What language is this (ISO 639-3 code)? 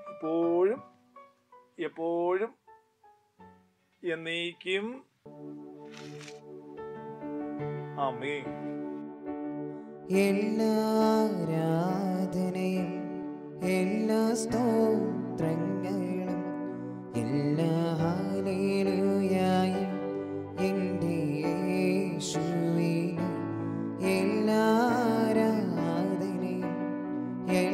mal